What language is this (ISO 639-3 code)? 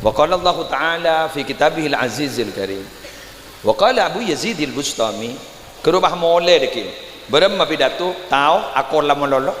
mad